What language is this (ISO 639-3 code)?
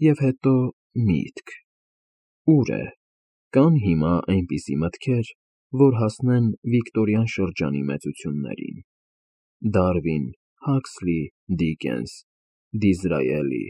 hye